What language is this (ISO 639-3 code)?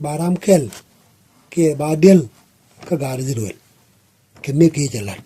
nus